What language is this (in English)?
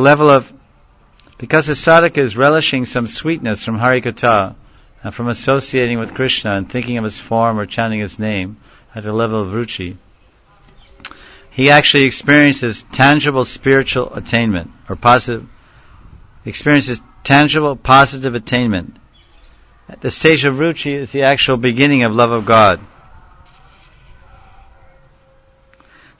English